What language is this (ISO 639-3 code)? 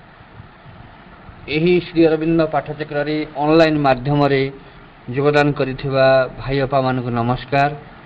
ori